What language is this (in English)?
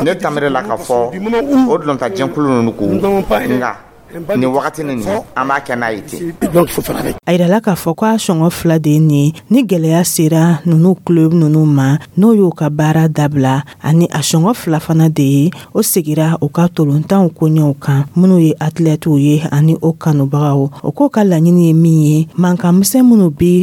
Dyula